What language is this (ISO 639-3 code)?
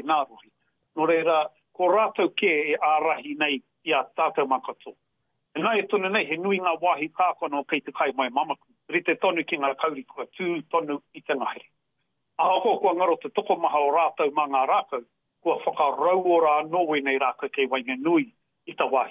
mri